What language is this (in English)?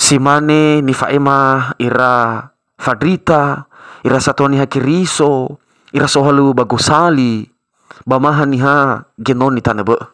Nias